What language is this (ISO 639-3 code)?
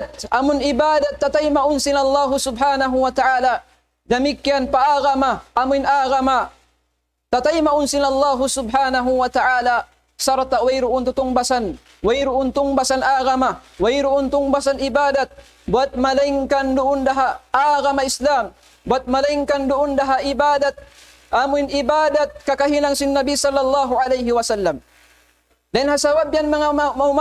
tsg